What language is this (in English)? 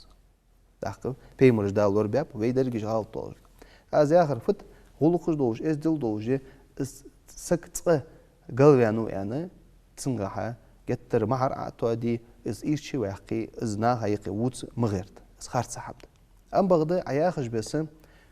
Ingush